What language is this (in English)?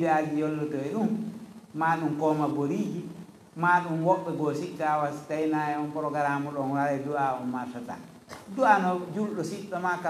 Fula